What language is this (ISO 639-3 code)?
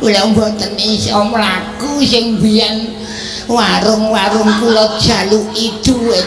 jav